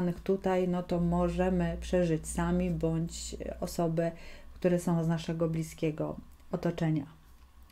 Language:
Polish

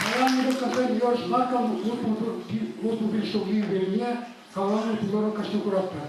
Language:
Chuvash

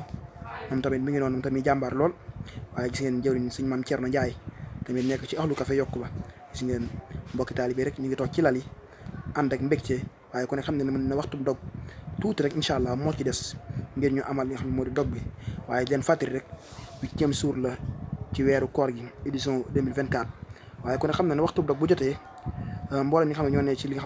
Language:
Wolof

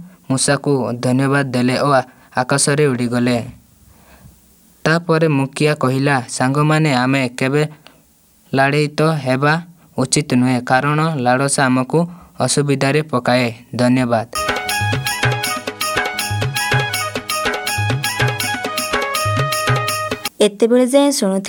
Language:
Odia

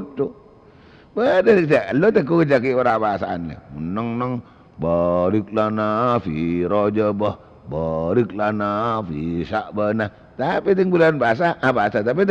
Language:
Madurese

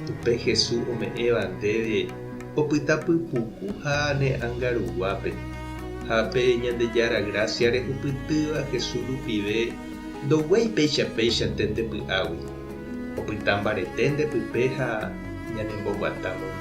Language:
Guarani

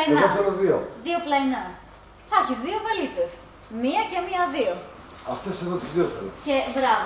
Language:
Greek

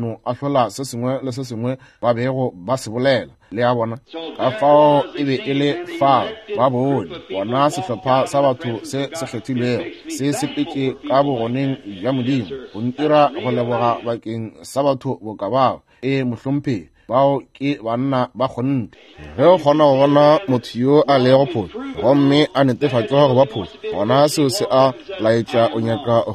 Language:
Northern Sotho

